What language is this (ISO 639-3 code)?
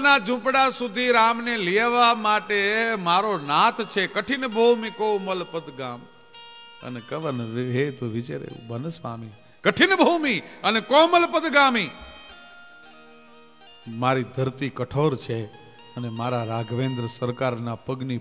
guj